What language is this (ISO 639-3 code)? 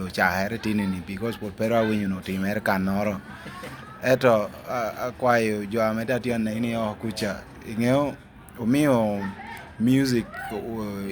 laj